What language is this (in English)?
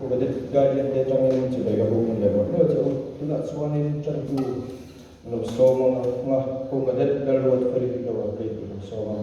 Mizo